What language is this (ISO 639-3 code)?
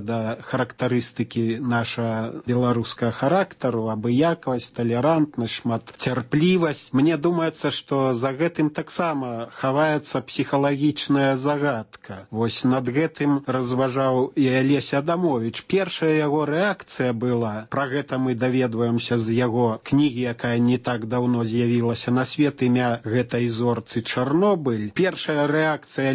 bel